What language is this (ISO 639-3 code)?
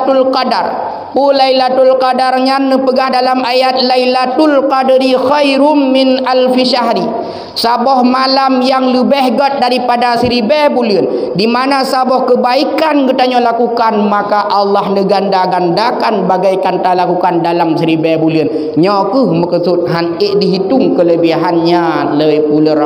ace